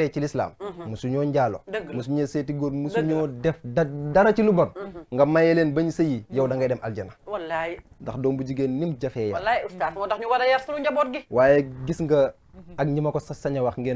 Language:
Wolof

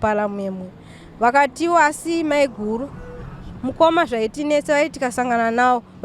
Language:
Shona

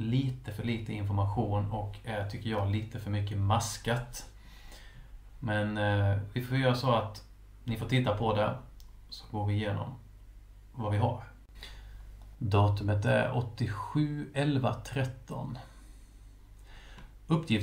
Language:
Swedish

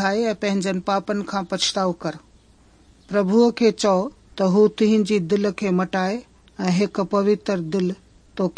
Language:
Sindhi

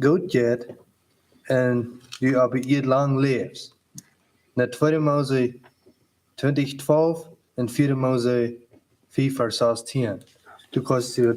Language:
Plautdietsch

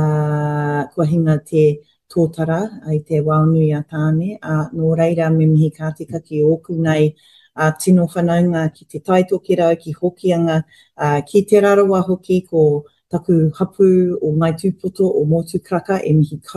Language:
Māori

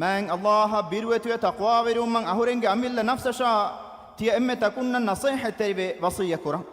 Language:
Divehi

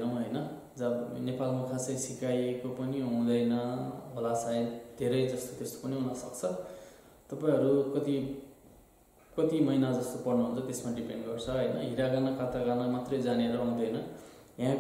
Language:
Nepali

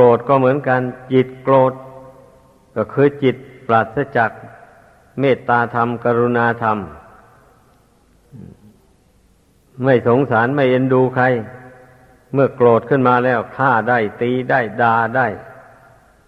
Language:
Thai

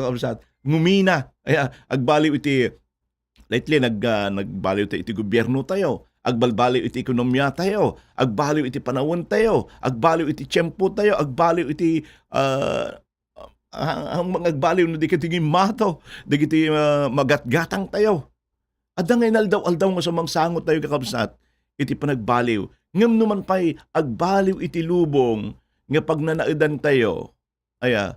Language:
Iloko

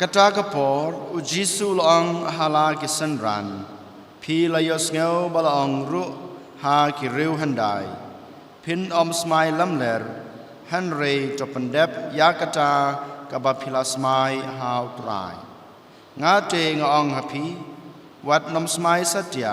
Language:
Khasi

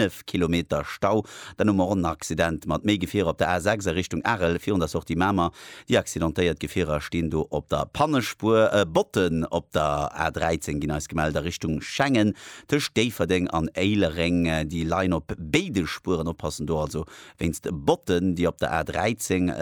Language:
Luxembourgish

